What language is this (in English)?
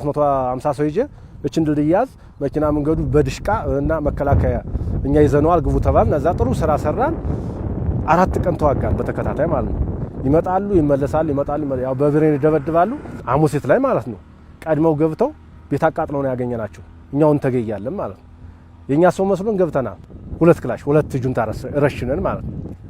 Amharic